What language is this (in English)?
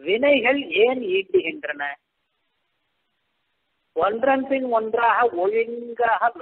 Tamil